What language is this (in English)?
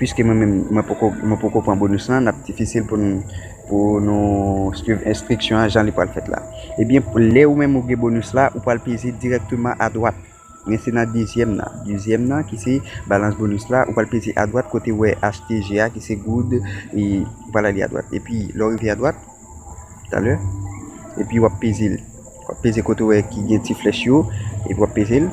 Haitian Creole